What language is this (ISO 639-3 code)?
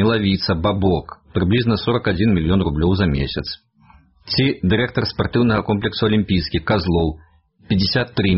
bel